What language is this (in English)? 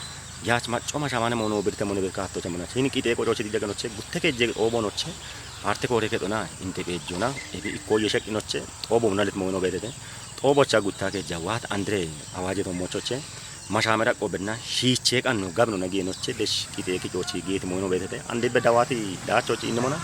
Kafa